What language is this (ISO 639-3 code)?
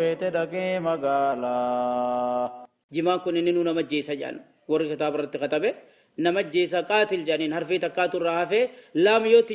orm